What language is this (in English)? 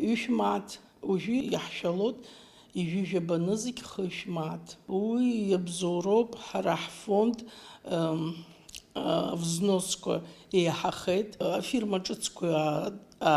Abkhazian